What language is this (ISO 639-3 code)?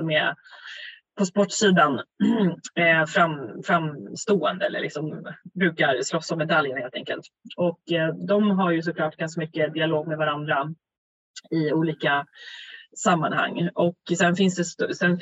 swe